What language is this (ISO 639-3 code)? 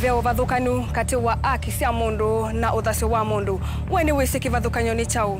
kam